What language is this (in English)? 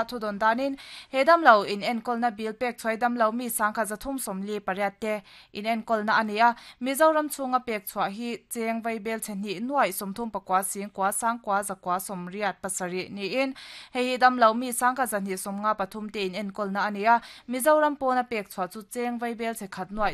Mizo